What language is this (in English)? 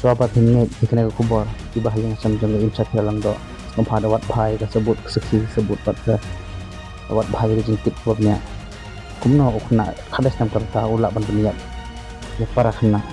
Khasi